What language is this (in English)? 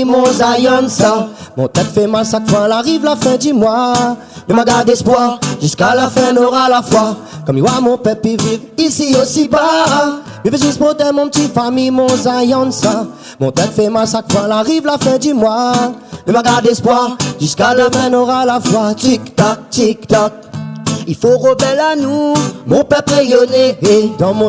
Réunion Creole French